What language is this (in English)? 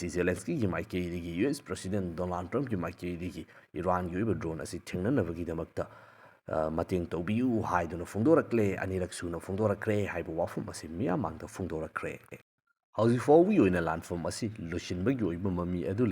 Manipuri